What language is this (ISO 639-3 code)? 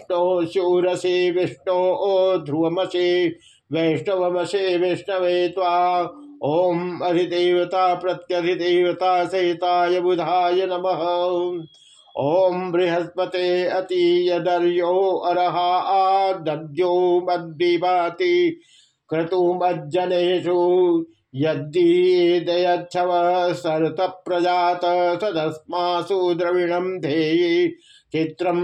san